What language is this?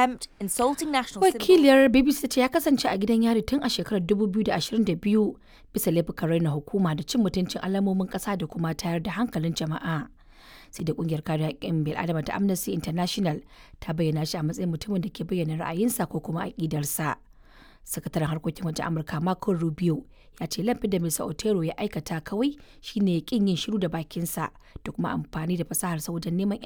Hausa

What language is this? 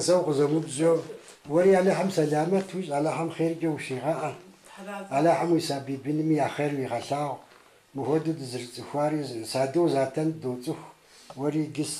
Kabardian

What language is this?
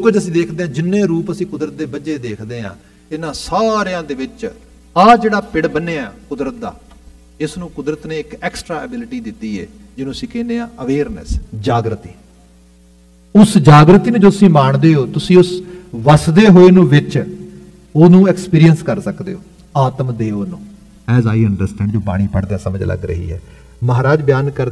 Punjabi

